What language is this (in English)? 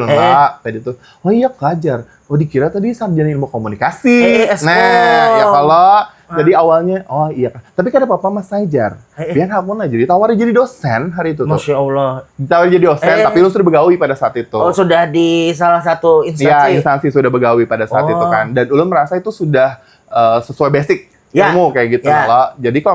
Banjar